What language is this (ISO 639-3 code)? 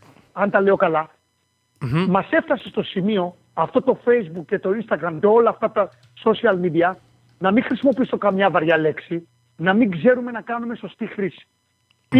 ell